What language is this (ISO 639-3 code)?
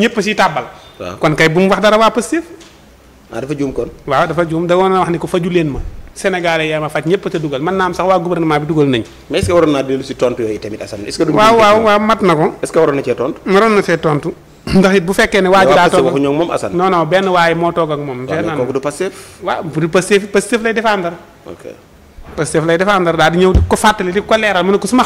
wol